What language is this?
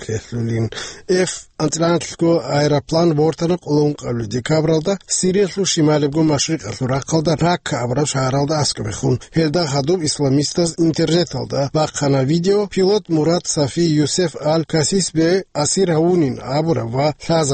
Avaric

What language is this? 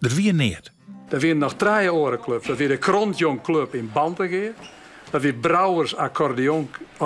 Western Frisian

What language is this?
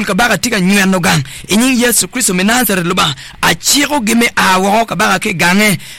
Acoli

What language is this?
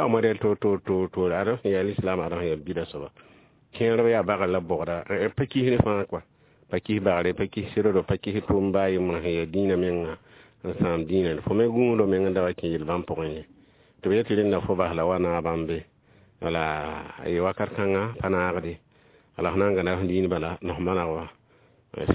Mossi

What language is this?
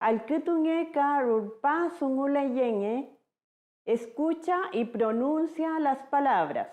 Mapuche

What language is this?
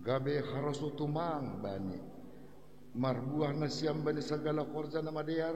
Batak Simalungun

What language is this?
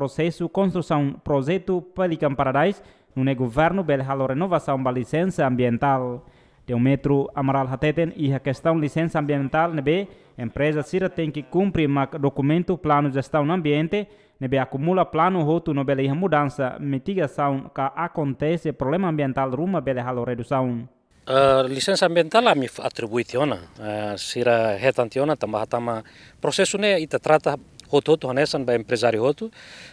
Tetum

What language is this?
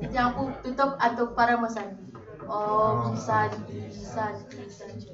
Balinese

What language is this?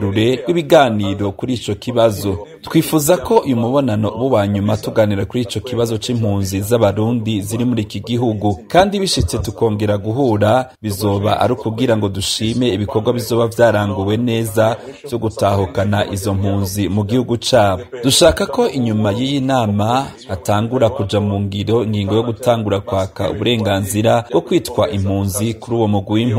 Rundi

